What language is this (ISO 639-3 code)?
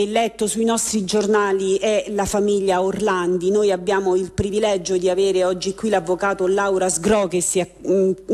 ita